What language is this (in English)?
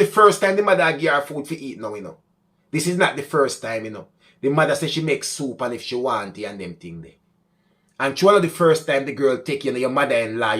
Jamaican Creole English